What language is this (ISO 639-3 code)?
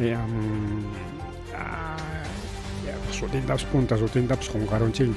quy